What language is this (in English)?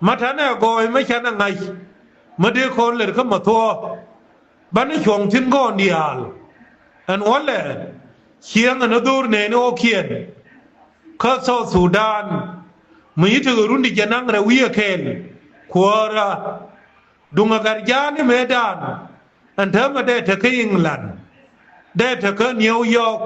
Nuer